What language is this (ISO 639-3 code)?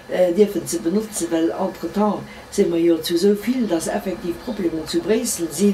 ltz